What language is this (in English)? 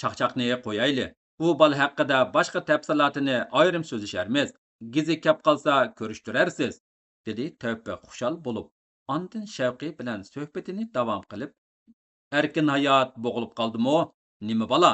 Uyghur